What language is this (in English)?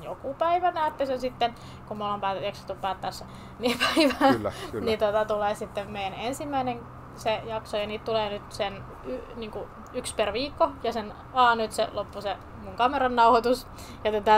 Finnish